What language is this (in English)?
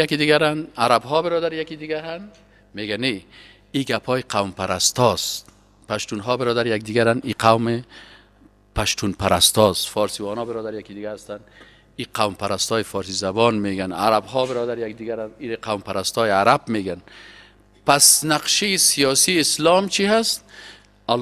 Persian